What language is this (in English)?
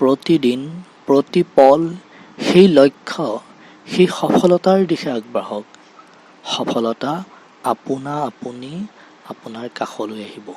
Assamese